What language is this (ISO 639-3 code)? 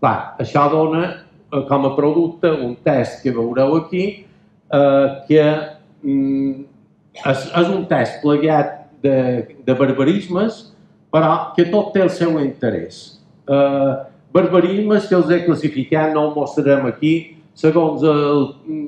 cat